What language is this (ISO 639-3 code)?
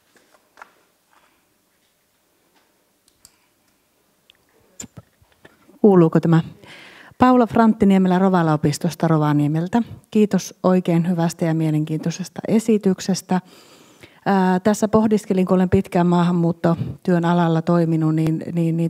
fin